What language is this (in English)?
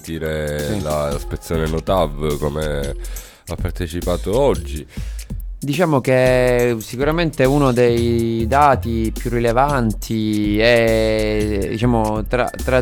Italian